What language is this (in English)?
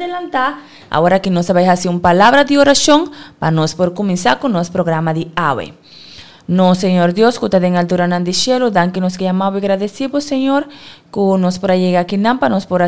Papiamento